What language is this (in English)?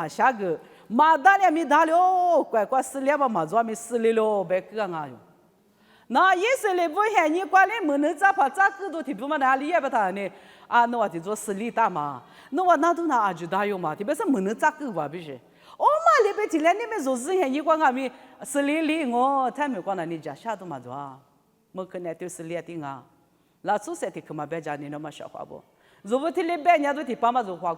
Lisu